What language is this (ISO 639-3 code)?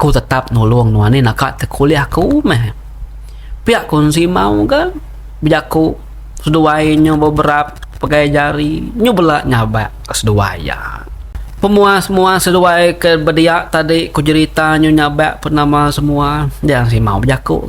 iba